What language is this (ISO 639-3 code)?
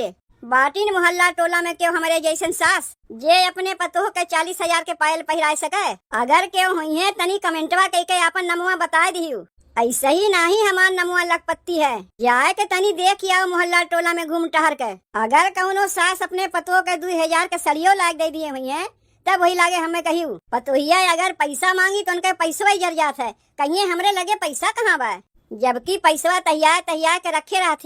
awa